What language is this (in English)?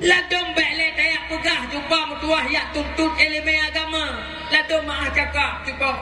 Achinese